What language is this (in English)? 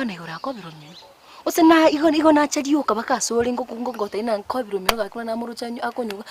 Gusii